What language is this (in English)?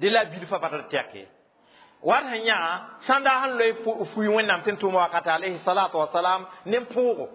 Mossi